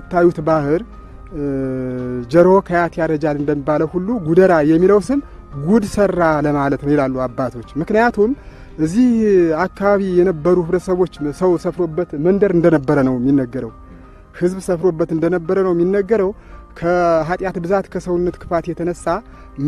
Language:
Amharic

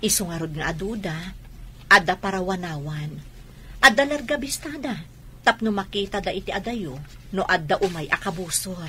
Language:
Iloko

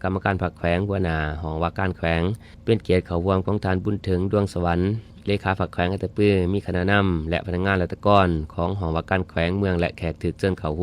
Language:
Lao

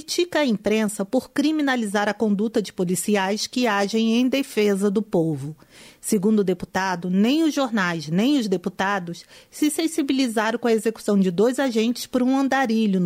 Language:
Portuguese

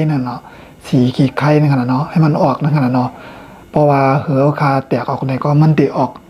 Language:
Shan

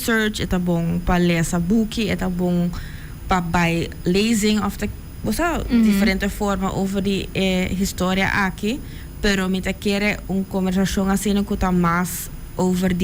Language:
Papiamento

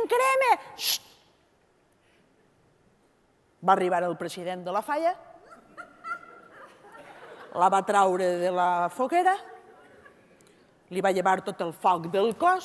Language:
Catalan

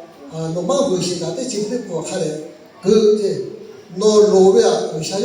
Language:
Lahu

